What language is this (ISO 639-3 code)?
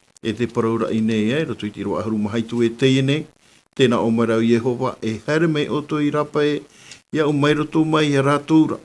tah